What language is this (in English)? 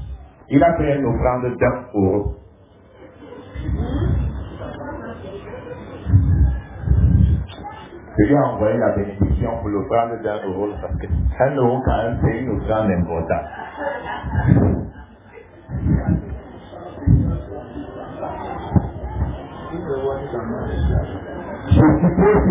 French